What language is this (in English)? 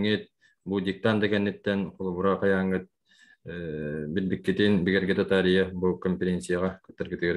Yakut